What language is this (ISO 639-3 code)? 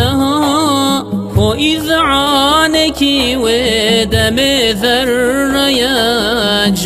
kur